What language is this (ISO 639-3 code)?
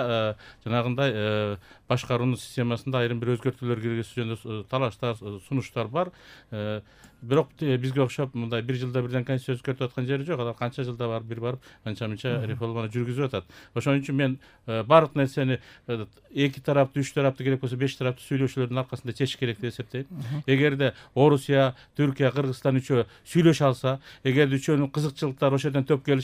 kir